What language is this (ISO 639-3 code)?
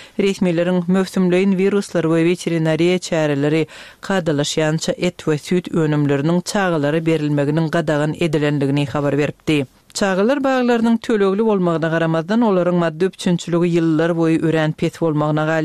tuk